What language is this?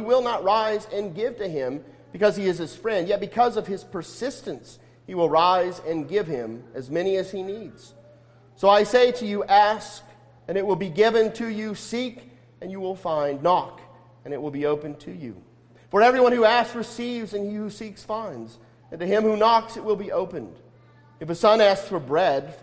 English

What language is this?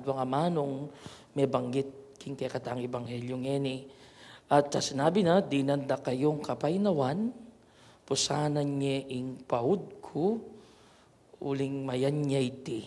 Pampanga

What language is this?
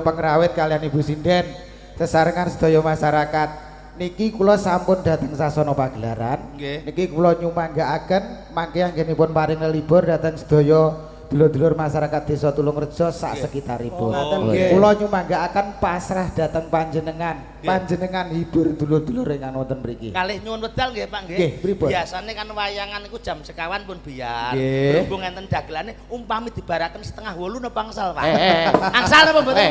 Javanese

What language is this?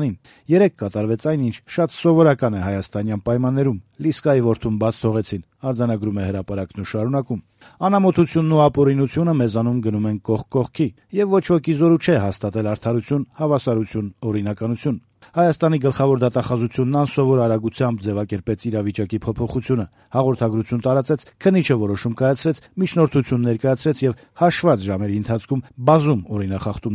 Armenian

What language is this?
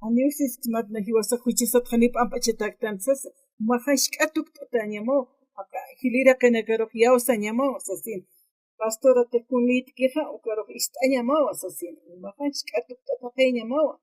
Aymara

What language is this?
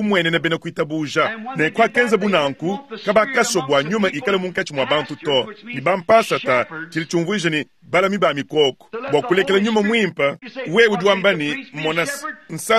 Luba-Lulua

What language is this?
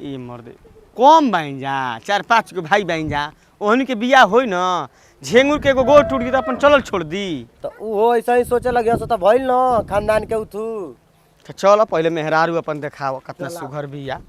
Bhojpuri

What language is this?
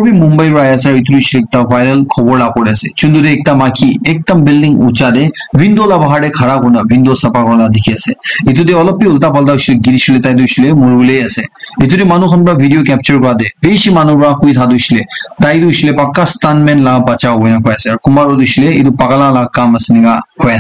Naga Pidgin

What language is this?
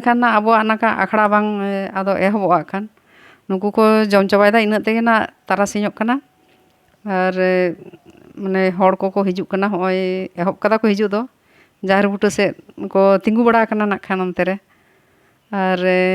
Santali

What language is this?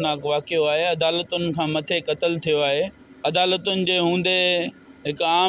Sindhi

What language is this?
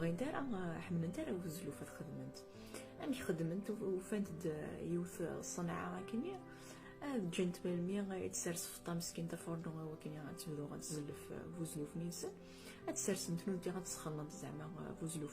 Kabyle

